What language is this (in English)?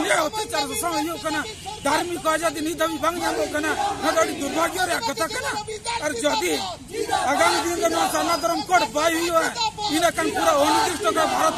Santali